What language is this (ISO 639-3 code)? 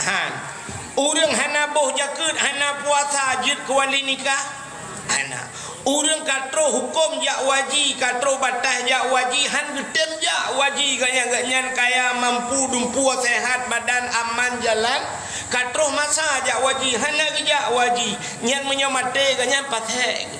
ace